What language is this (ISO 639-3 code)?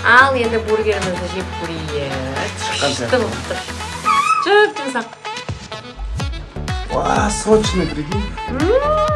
kaz